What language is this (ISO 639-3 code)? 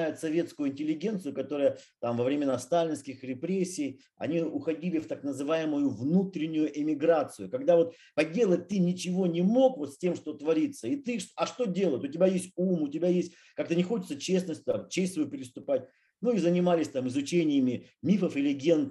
rus